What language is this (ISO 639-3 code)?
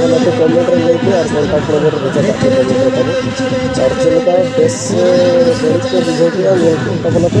sat